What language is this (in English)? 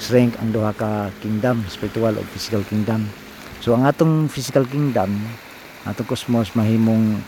Cebuano